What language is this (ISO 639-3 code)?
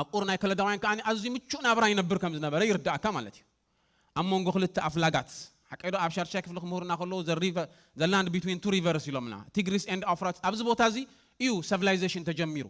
tir